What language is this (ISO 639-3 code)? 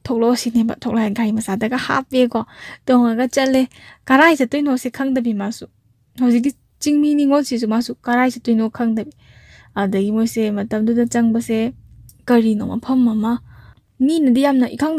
mni